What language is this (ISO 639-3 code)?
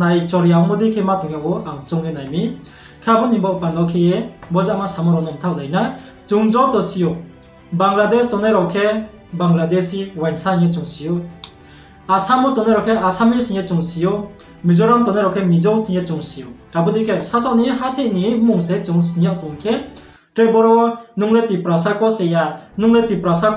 ria